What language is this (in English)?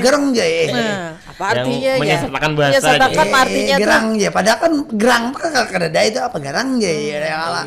Banjar